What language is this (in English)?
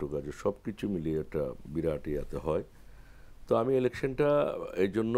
Bangla